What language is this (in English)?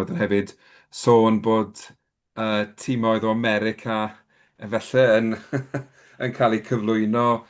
Welsh